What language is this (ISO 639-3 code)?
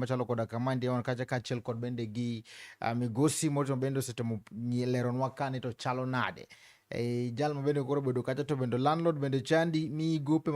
luo